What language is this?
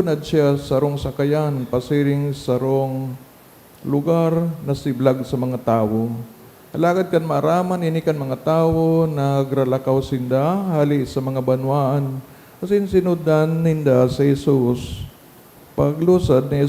Bikol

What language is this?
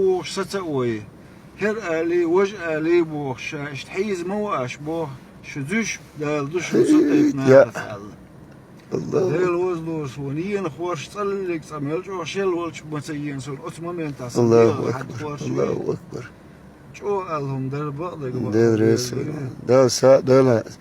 Chechen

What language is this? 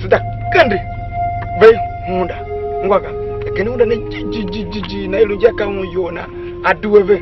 Tiv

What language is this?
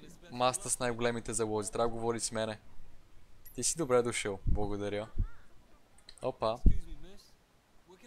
Bulgarian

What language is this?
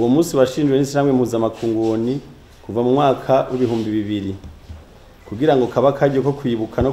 Rundi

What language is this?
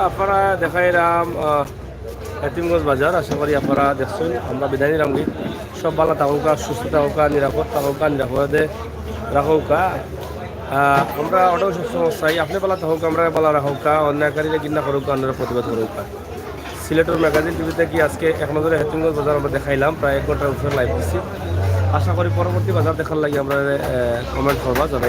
Sylheti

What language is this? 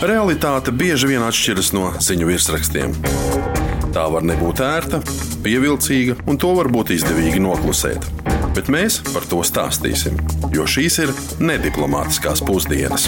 Latvian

